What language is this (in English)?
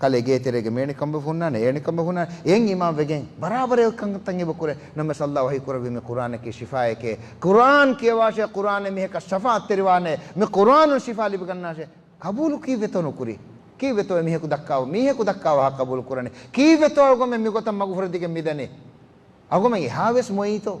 Divehi